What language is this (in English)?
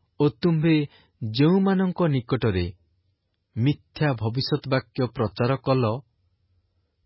Odia